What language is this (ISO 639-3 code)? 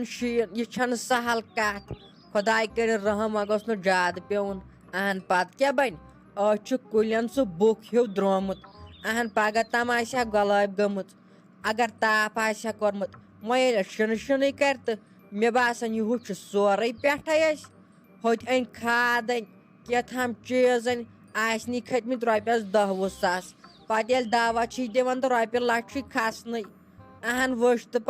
kas